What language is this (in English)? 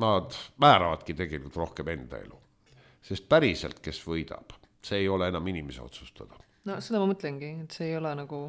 Estonian